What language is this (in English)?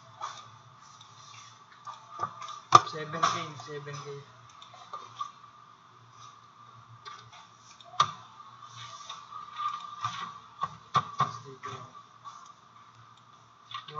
Filipino